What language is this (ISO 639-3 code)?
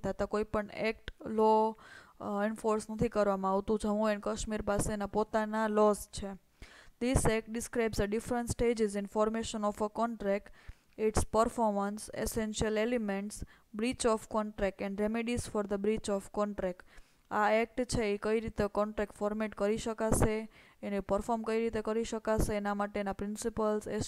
guj